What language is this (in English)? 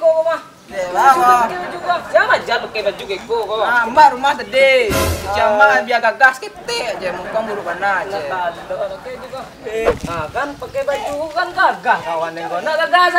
Minangkabau